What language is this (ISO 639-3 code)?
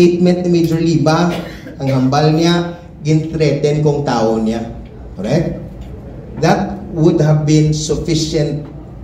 hil